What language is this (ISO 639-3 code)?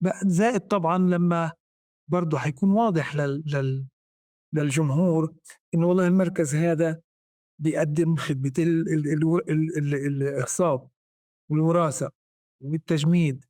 apc